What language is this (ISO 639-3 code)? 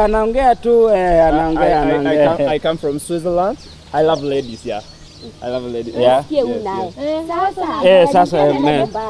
luo